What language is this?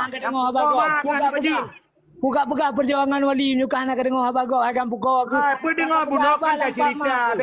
Achinese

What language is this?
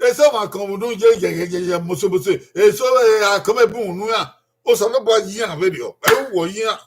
Bini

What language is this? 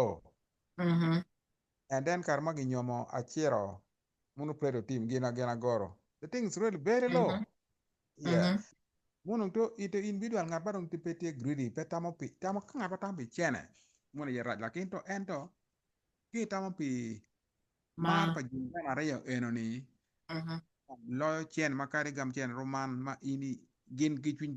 Acoli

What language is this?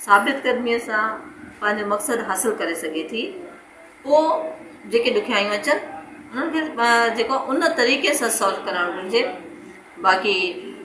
Sindhi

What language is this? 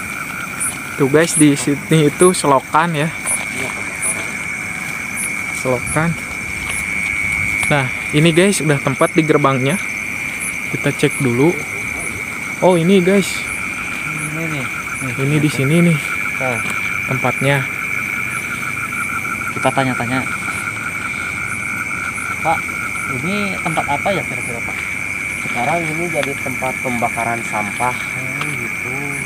Indonesian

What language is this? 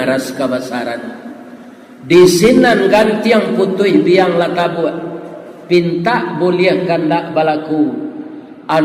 Minangkabau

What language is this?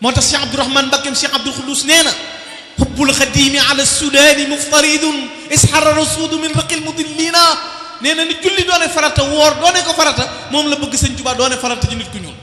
Wolof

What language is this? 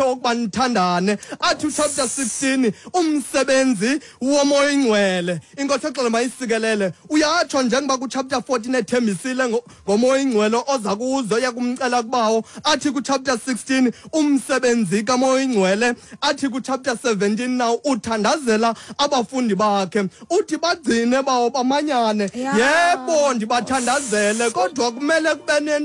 Xhosa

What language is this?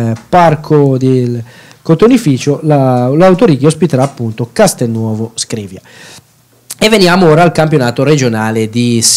Italian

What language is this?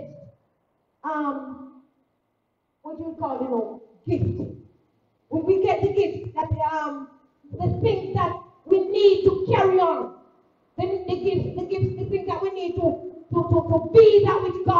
English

